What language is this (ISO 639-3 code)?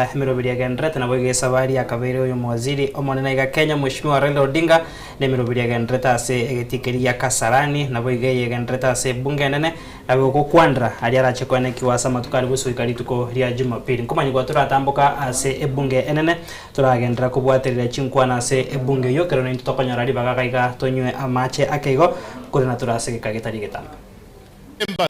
guz